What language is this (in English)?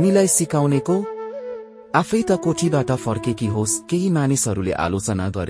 Nepali